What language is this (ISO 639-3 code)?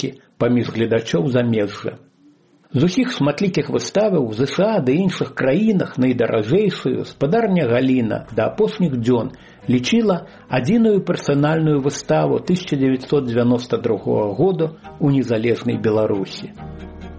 bel